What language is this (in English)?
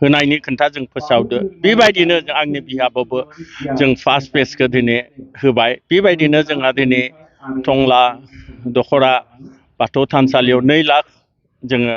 Bodo